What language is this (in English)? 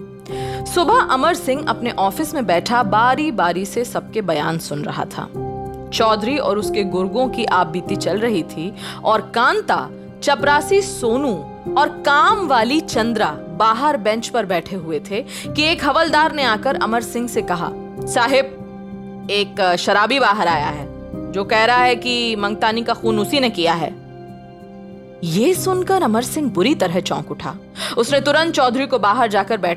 Hindi